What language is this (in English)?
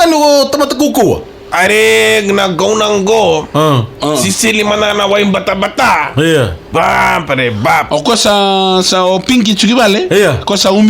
Fijian